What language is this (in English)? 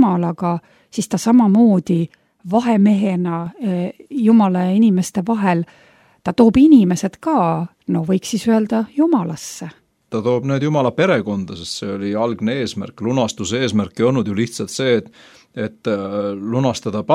Estonian